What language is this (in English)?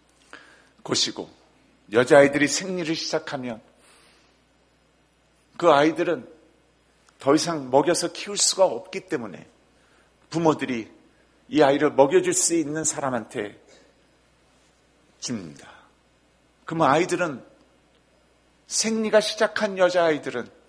Korean